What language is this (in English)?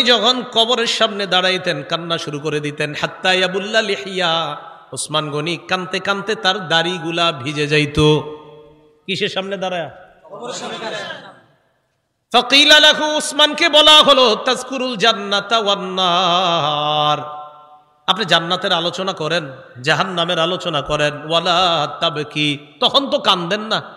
Bangla